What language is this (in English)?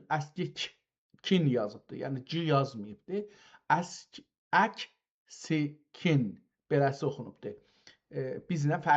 South Azerbaijani